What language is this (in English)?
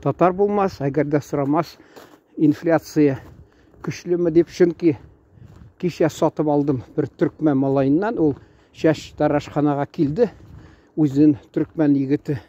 Tatar